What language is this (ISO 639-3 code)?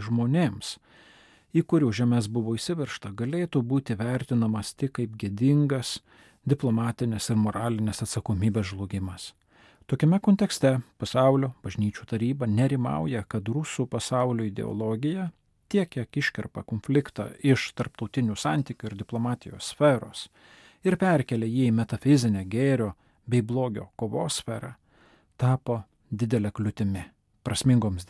lit